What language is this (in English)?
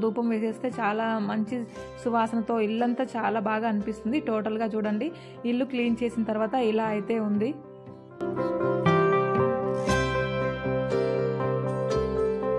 Telugu